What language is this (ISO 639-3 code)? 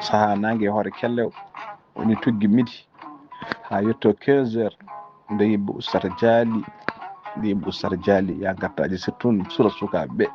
ful